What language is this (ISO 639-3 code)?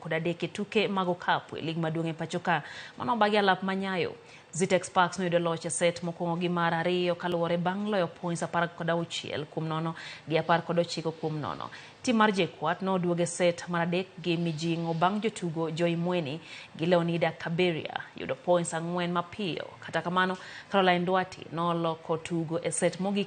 luo